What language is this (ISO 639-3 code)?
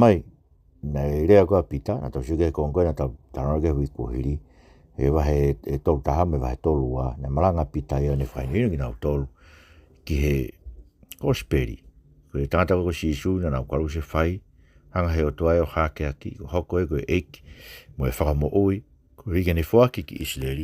ton